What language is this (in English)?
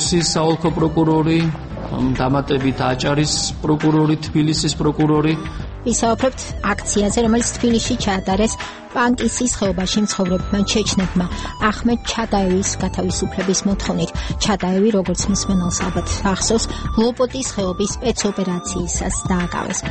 Georgian